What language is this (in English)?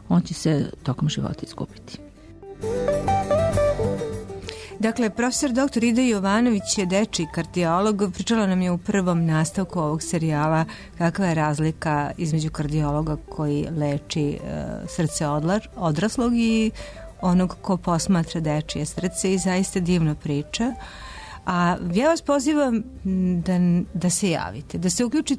Serbian